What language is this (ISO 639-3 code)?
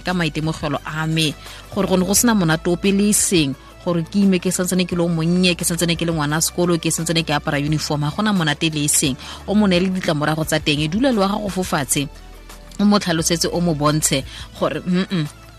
tsn